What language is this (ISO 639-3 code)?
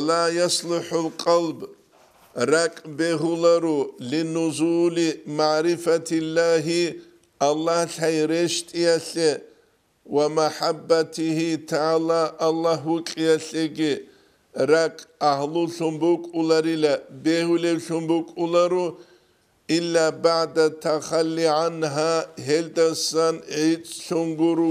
ava